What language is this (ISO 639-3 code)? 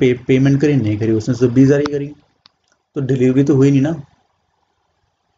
hin